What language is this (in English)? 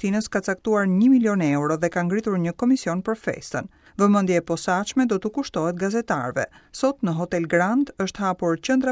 Albanian